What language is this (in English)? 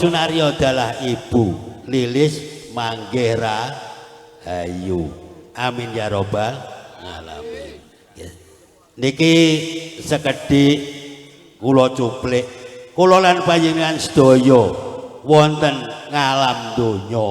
Javanese